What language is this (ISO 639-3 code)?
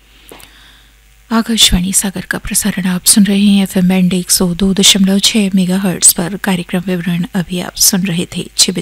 hin